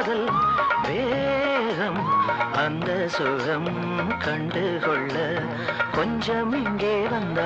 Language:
Tamil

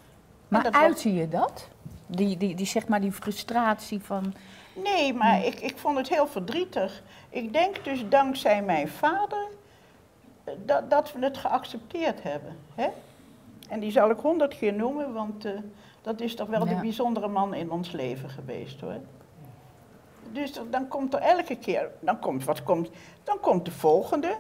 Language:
Dutch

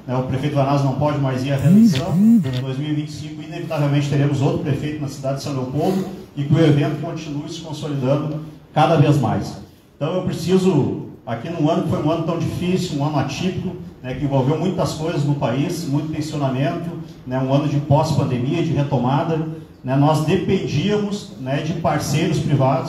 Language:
Portuguese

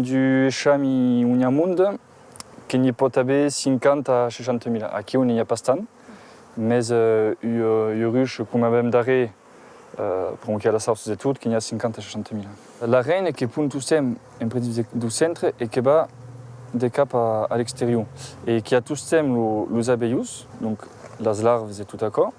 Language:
Occitan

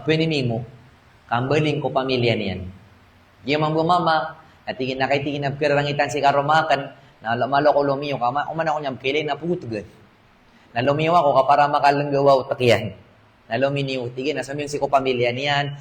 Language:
Maranao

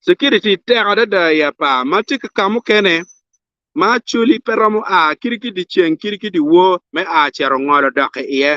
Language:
Acoli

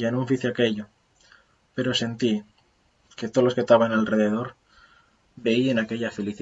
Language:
Asturian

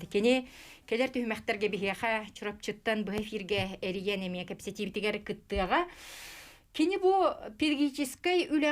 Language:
Yakut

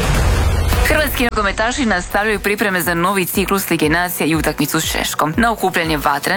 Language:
Croatian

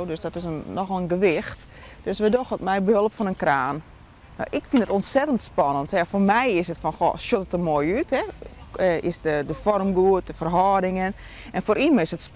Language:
Western Frisian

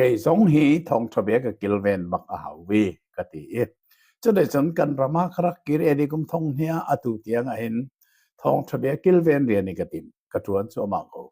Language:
Hakha Chin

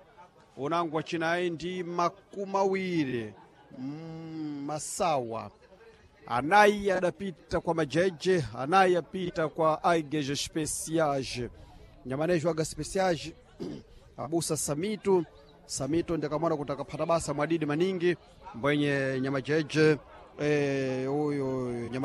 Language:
Sena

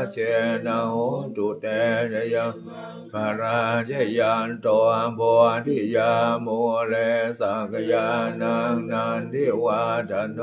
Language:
Pali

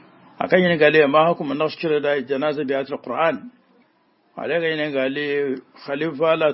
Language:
Bambara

